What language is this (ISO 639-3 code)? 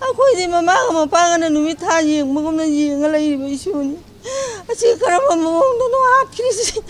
mni